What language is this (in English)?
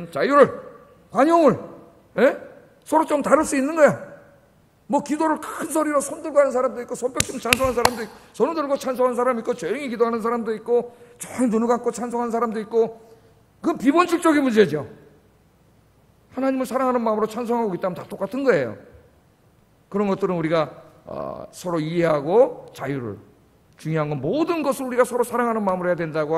Korean